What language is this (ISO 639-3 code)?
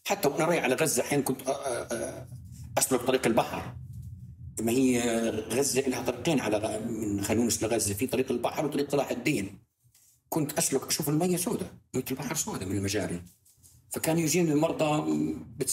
apc